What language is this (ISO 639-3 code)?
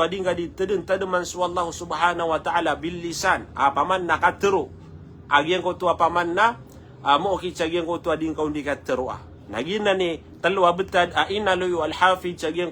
mrw